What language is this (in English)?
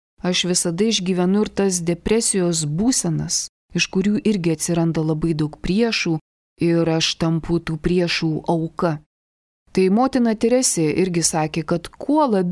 Lithuanian